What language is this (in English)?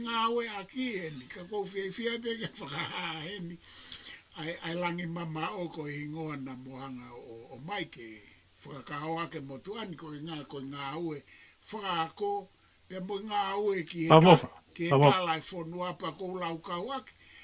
Tongan